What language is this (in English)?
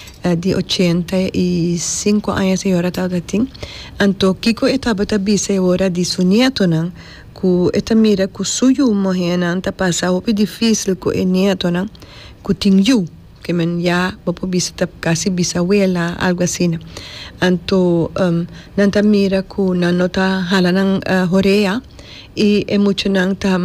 Papiamento